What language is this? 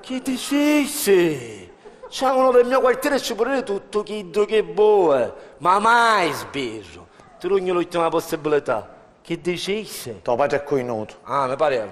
Sicilian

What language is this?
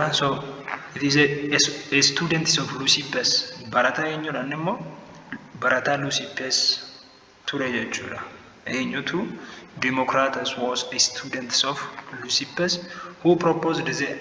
Oromo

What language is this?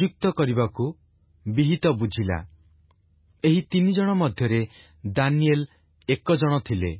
Odia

